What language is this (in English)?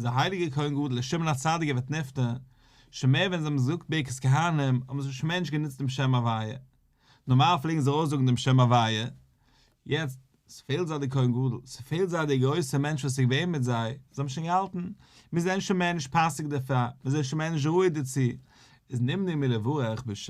Yiddish